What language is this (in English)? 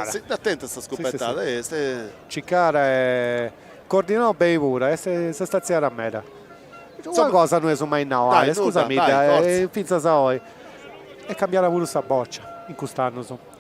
Sardinian